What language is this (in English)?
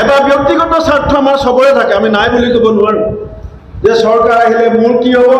Assamese